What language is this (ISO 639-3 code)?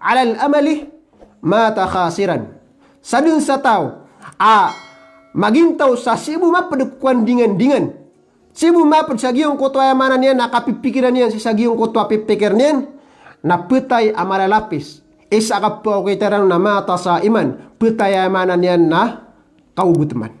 mrw